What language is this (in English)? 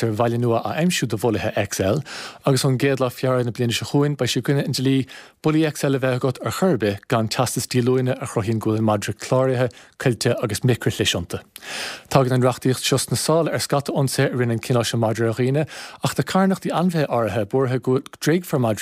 Irish